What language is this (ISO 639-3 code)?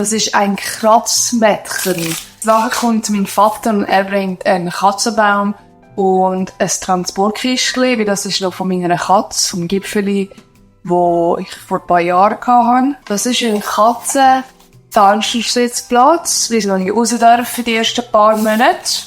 gsw